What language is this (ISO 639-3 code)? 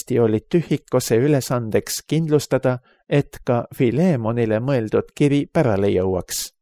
est